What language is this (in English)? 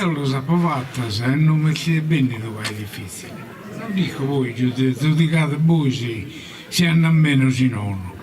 Sardinian